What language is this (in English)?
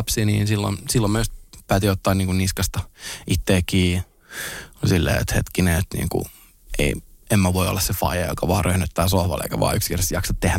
Finnish